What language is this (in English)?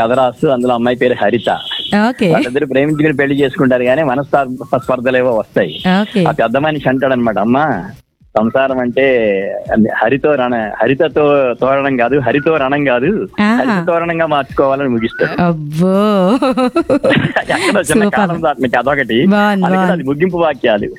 Telugu